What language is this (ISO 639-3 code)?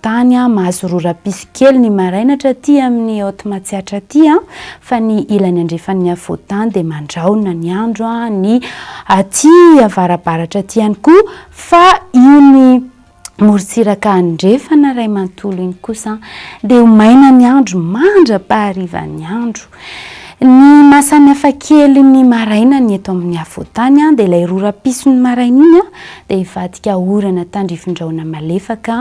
mlg